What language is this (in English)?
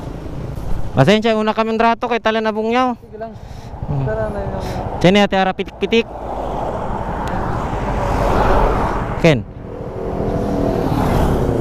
Filipino